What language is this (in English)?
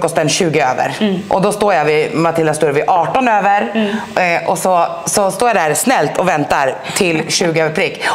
Swedish